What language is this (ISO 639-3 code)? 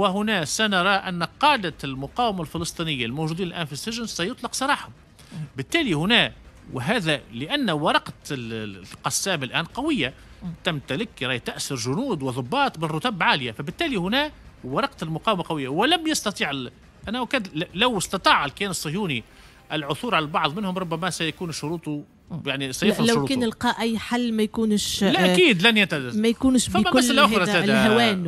aeb